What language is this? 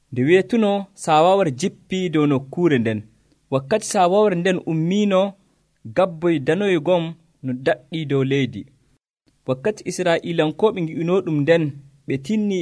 Nigerian Fulfulde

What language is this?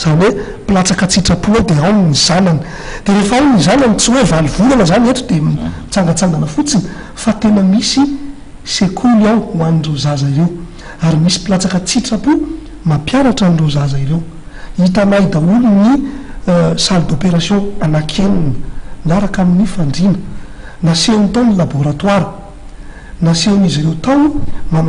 Malagasy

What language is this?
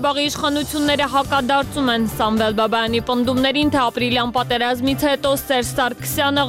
Armenian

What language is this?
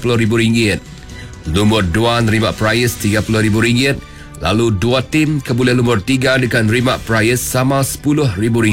Iban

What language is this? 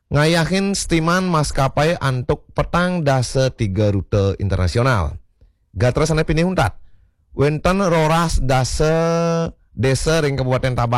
Balinese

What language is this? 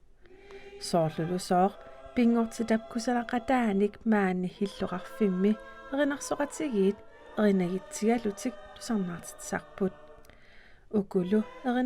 Kalaallisut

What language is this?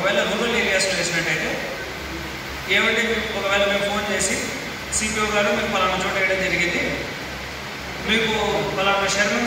Telugu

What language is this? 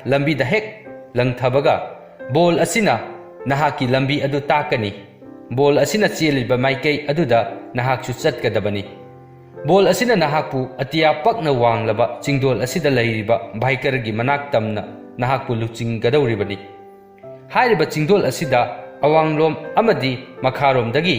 Manipuri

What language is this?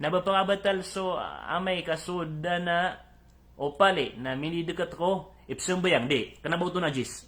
Maranao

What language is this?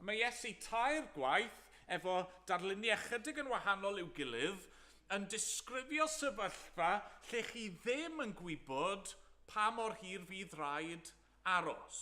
Welsh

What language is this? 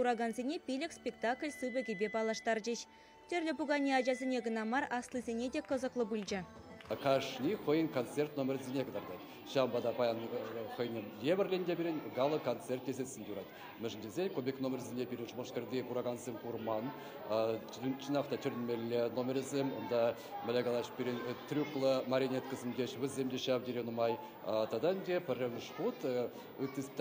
Chuvash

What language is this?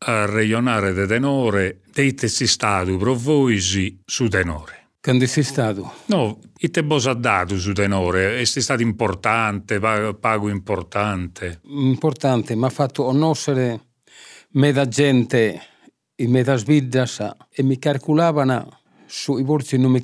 Sardinian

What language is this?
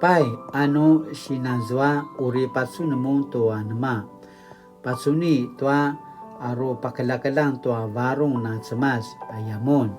Paiwan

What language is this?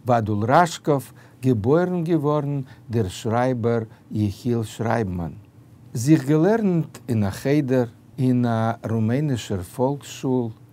Yiddish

